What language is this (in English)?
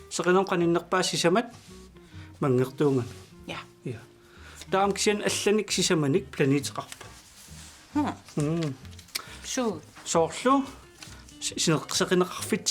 Kalaallisut